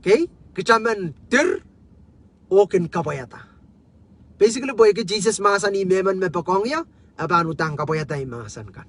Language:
Pohnpeian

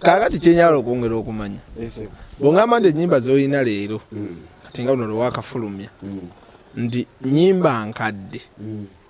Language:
Ganda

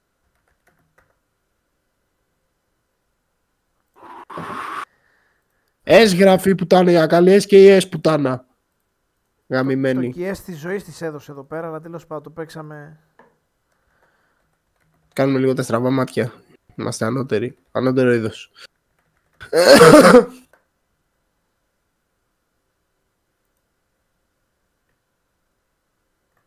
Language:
Greek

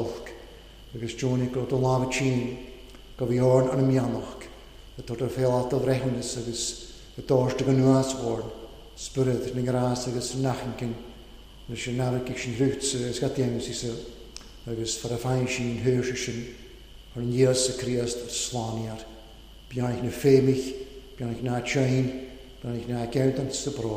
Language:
Welsh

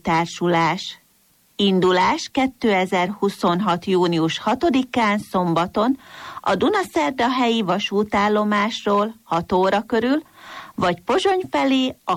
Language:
Hungarian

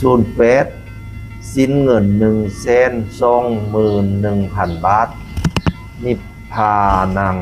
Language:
Northeastern Thai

